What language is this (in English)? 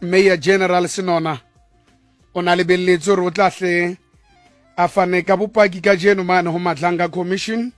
Tswana